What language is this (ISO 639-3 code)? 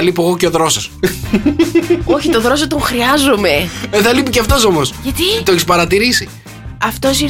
ell